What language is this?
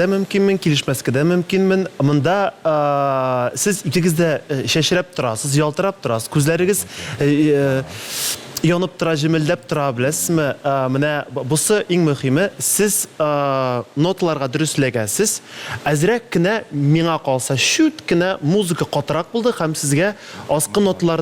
Tatar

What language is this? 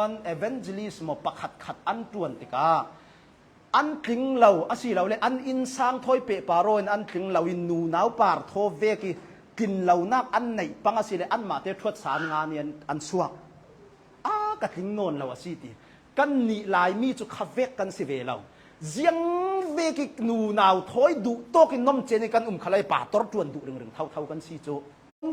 Hakha Chin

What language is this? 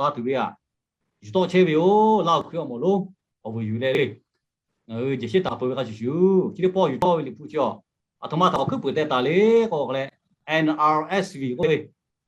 Lahu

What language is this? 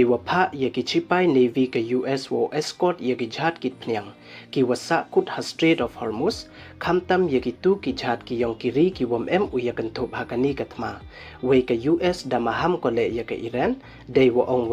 Pnar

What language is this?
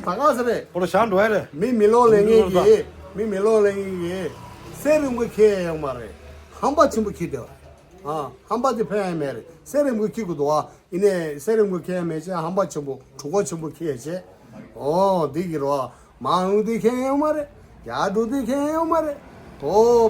Tibetan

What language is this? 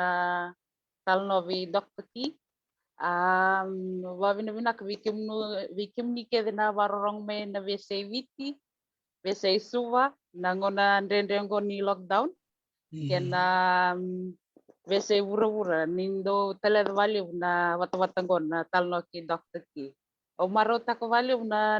Fijian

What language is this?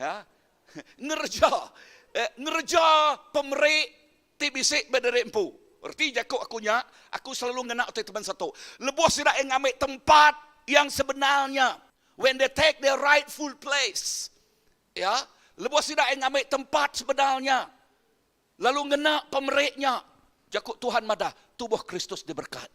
Iban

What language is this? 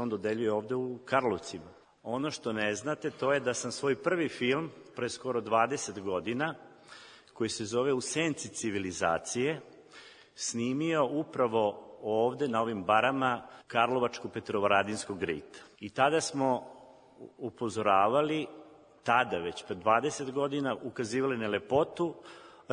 Serbian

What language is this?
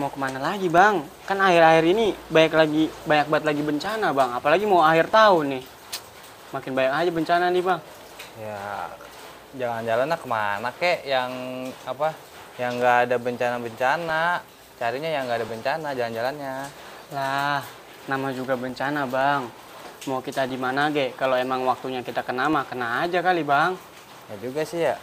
Betawi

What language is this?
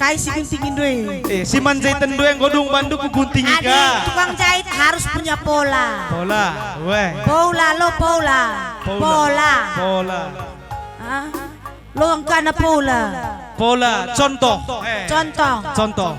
Batak Karo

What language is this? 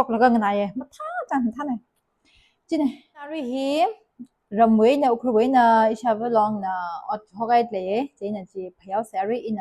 Tangkhul Naga (India)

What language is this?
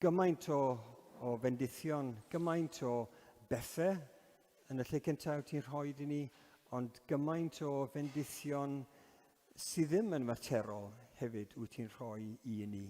Welsh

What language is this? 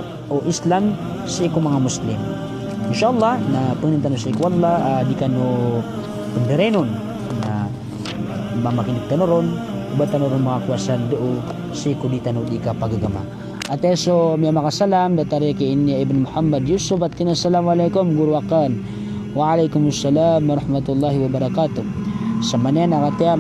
Maranao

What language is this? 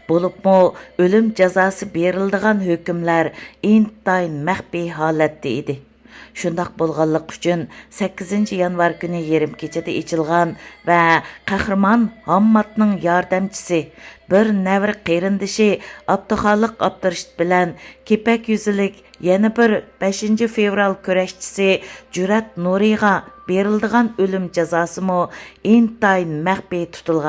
Uyghur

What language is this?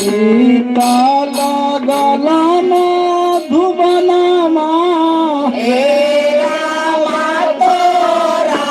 Magahi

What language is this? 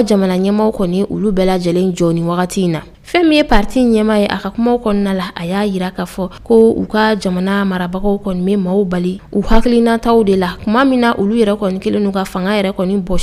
Bambara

